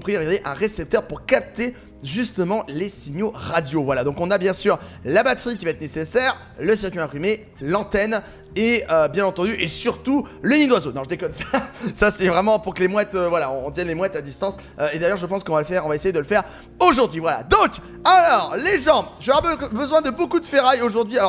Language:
French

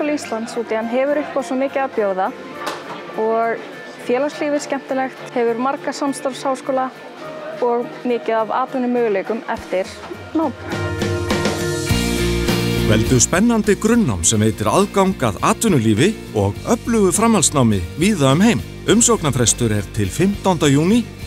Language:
Icelandic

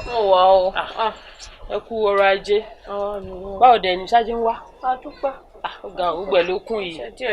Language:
Yoruba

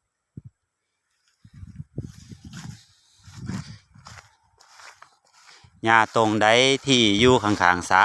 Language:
Lao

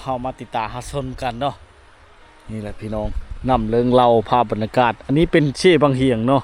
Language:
Lao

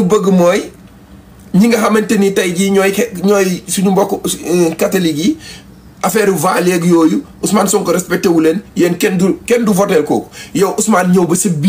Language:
Wolof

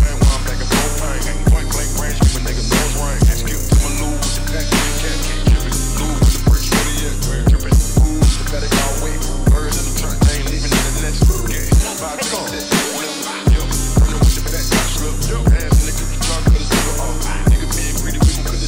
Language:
English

